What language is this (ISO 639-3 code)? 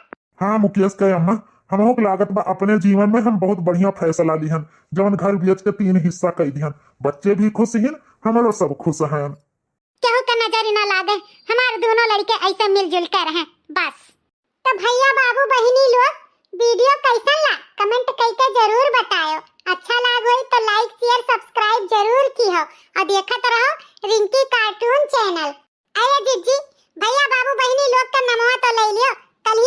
awa